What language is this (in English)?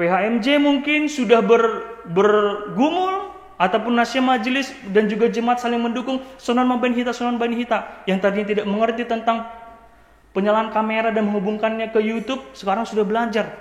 Batak Simalungun